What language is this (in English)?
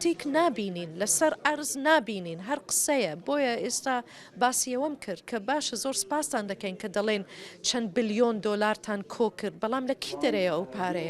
Central Kurdish